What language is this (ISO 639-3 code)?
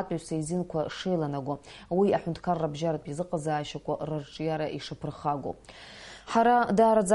abk